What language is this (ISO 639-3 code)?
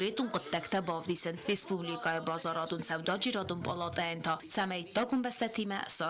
oss